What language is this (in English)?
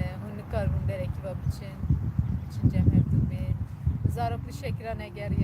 Kurdish